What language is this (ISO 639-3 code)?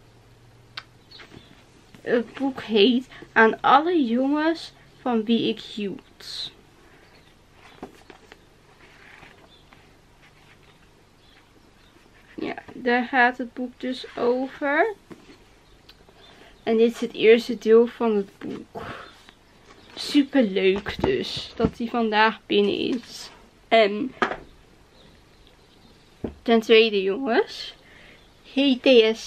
nld